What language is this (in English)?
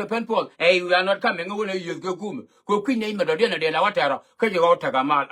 Nuer